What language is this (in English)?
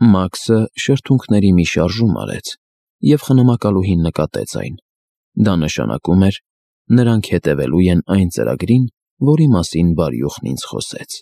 Armenian